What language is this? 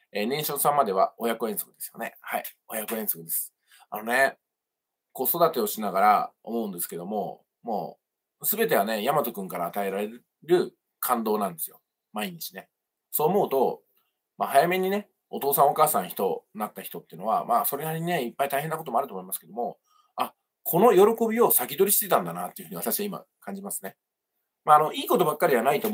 Japanese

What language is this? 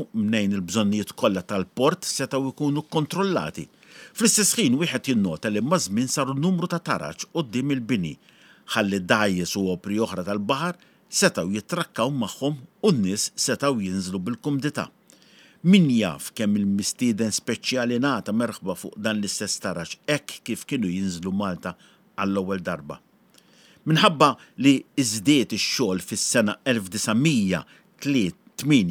Maltese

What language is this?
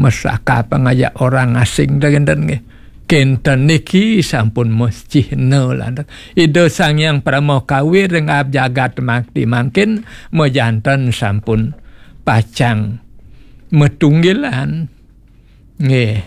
Balinese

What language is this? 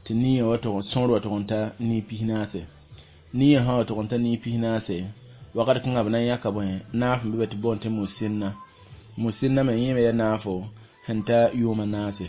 Mossi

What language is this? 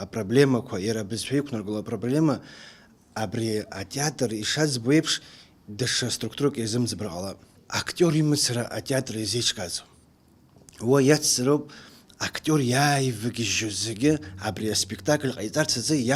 Abkhazian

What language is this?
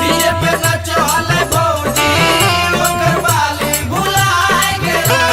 Magahi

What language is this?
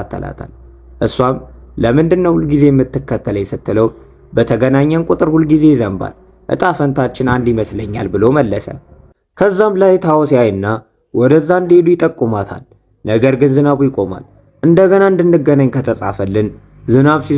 Amharic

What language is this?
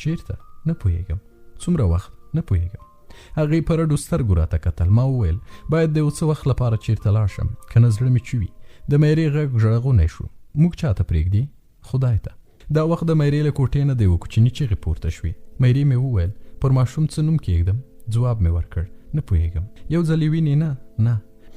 Pashto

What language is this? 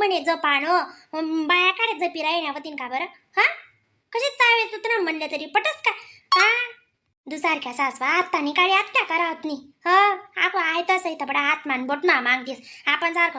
Khandesi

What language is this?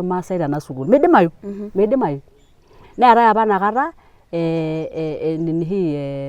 Masai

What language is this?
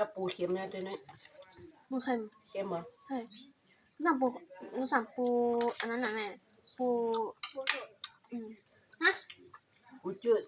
Northeastern Thai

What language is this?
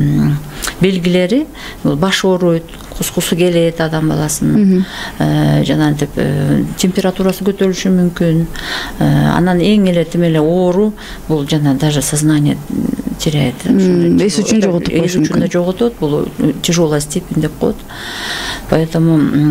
Kyrgyz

